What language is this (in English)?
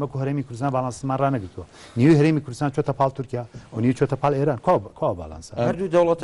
Central Kurdish